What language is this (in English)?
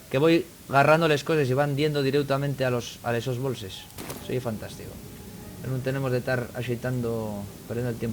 Asturian